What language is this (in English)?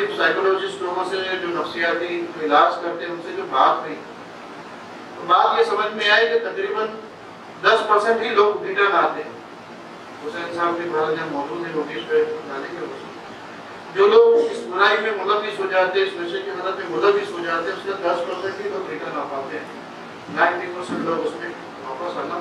Urdu